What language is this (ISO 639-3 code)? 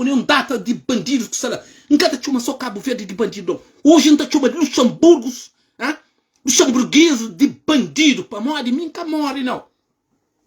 kea